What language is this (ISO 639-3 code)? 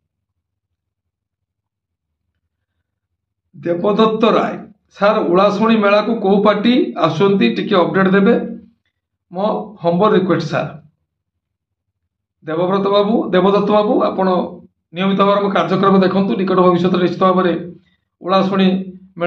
ori